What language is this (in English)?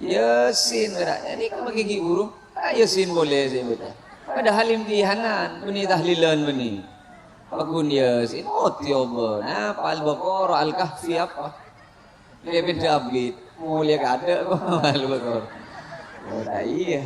Madurese